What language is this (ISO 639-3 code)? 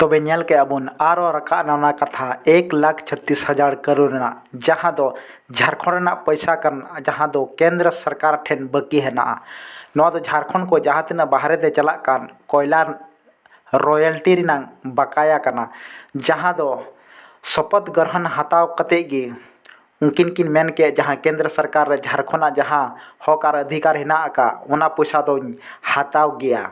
sat